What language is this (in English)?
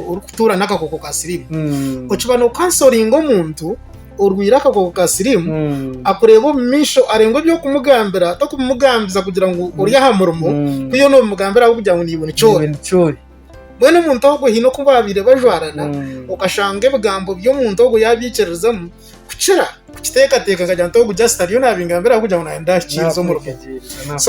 Nyankole